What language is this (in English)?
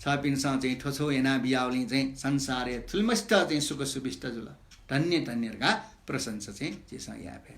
Newari